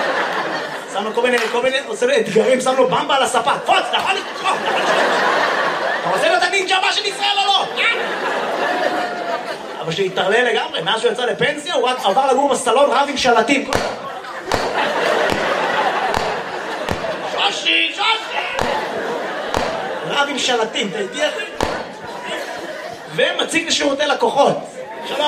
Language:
Hebrew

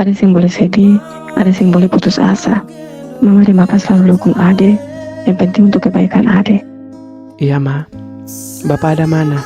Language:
Ambonese Malay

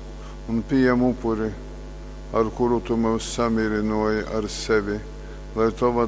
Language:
Latgalian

